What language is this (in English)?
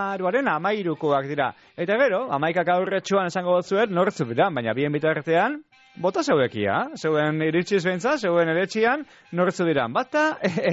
Basque